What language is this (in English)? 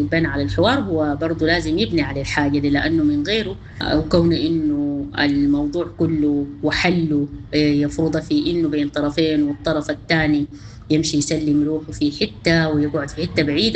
Sudanese Arabic